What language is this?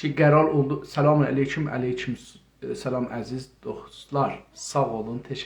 South Azerbaijani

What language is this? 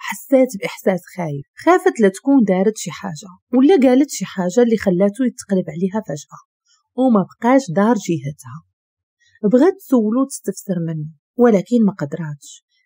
Moroccan Arabic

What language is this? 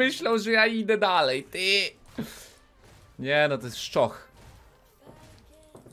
Polish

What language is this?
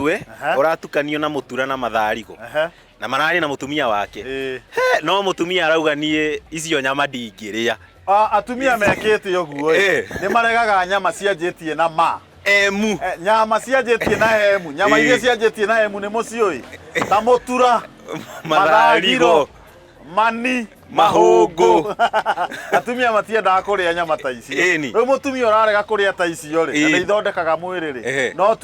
Kikuyu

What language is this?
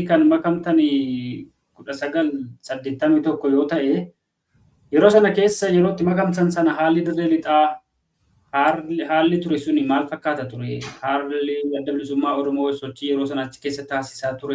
Oromo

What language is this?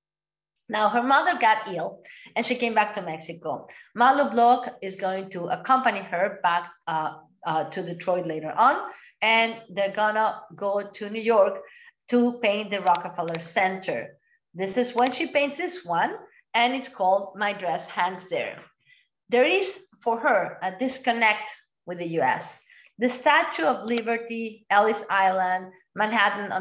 English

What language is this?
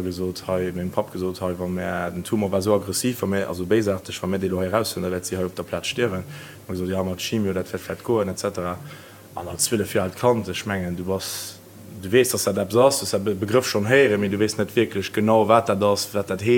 Luxembourgish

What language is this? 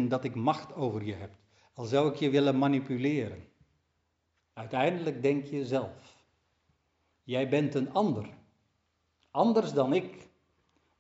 Dutch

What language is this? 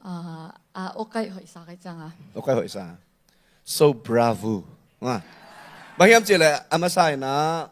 Tedim Chin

